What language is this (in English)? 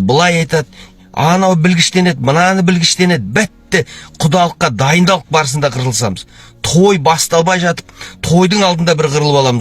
Kazakh